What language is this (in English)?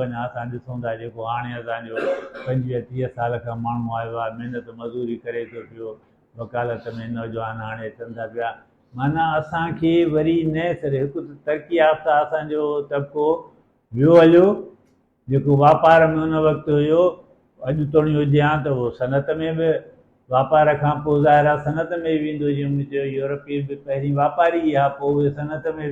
Sindhi